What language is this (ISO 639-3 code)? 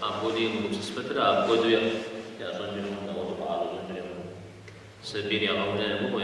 kbd